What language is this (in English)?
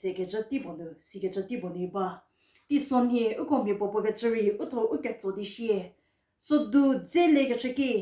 Angami Naga